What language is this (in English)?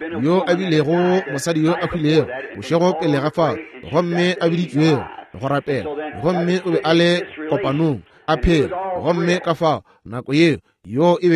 Northern Sotho